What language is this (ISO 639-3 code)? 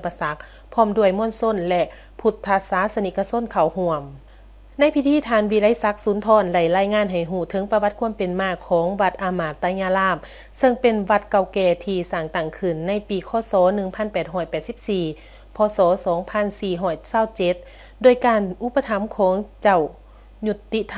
lao